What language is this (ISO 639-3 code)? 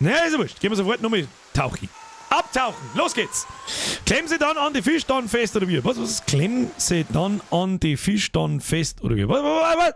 bar